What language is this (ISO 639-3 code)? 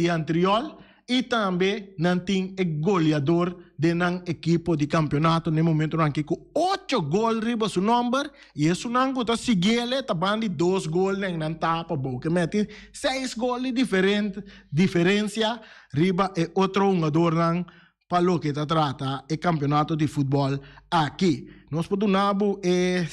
pap